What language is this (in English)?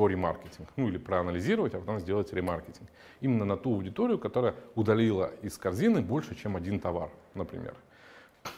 Russian